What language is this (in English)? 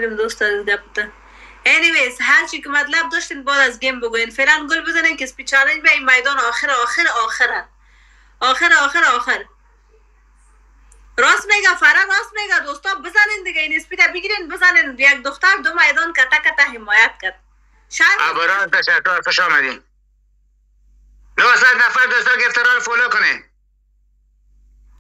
Persian